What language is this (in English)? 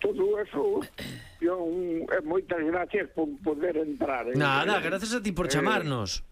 Galician